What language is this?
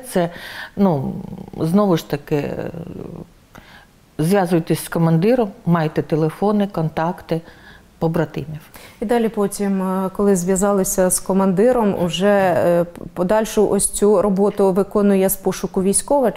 Ukrainian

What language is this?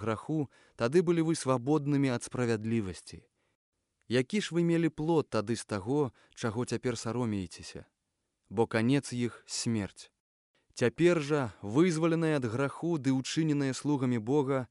Belarusian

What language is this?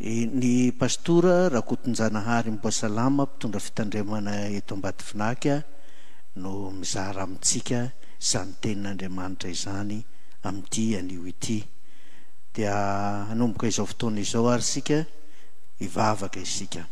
Malagasy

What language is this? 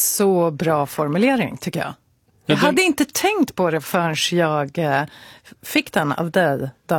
Swedish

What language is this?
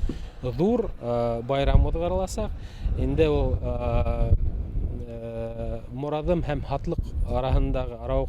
Bashkir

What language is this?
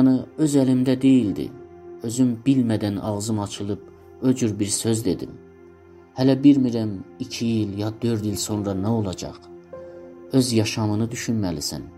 South Azerbaijani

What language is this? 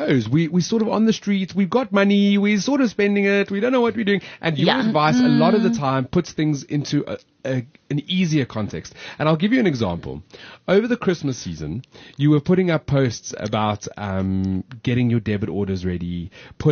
English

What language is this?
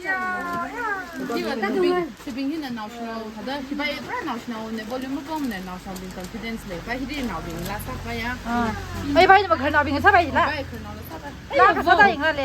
Tangkhul Naga (India)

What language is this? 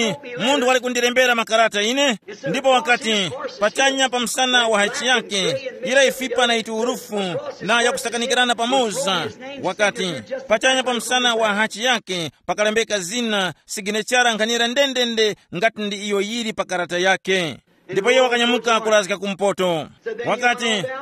Tumbuka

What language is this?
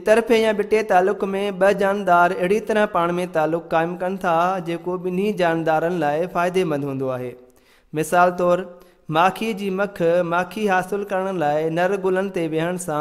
Sindhi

